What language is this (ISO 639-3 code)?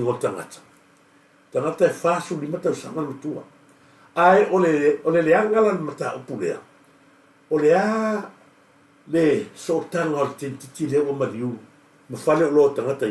smo